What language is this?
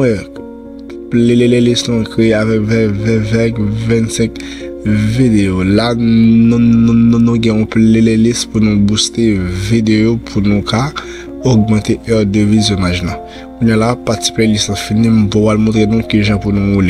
Haitian Creole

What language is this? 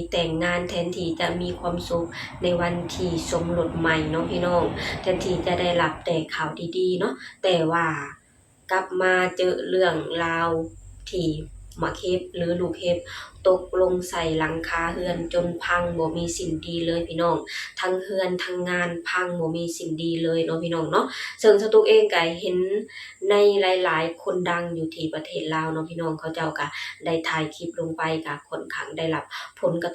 Lao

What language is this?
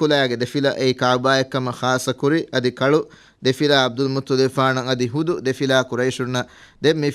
Divehi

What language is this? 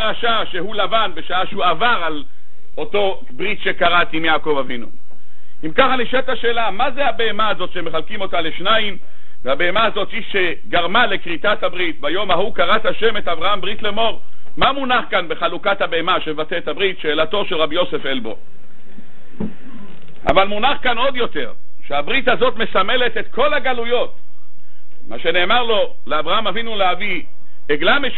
Hebrew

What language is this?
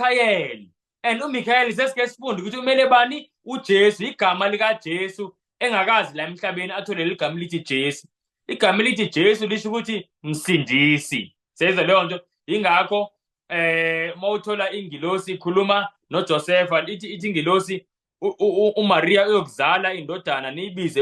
Zulu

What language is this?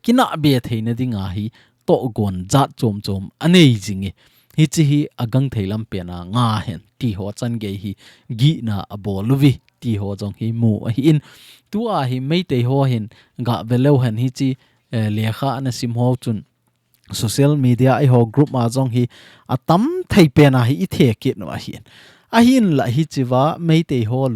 Thado Chin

